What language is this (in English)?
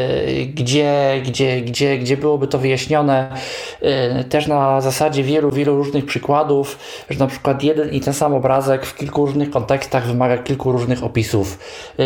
Polish